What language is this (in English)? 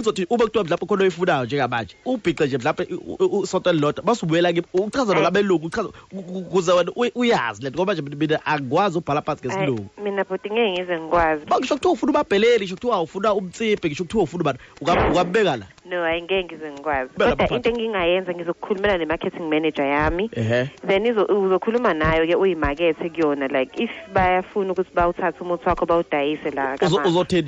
Zulu